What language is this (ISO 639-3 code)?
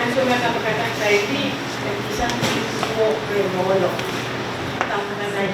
pon